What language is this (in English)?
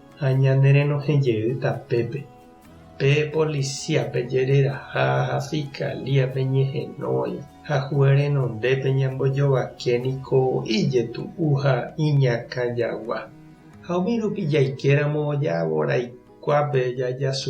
Guarani